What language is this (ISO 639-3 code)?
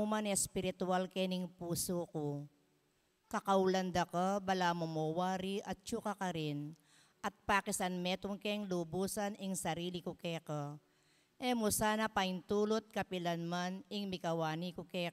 pam